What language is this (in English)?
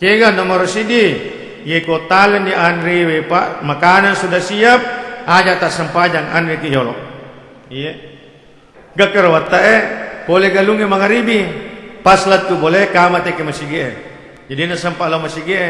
Buginese